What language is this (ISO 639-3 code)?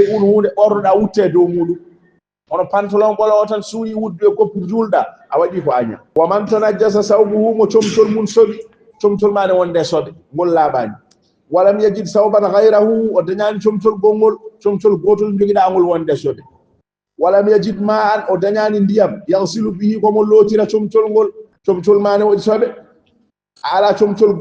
ful